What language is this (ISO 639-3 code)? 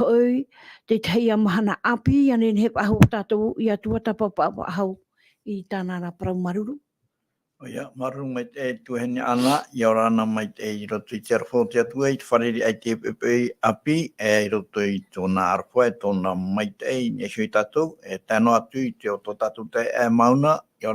tah